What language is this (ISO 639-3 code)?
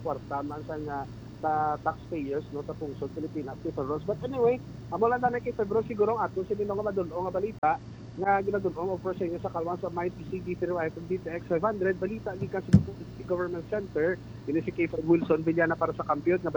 hil